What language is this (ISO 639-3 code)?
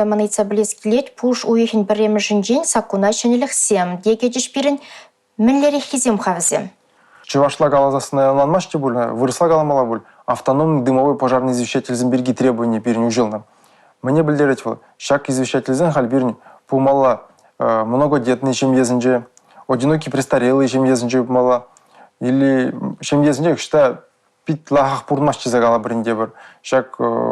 chv